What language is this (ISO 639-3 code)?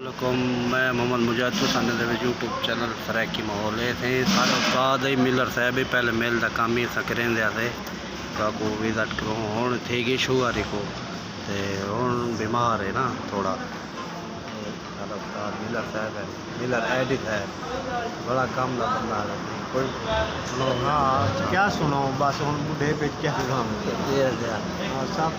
skr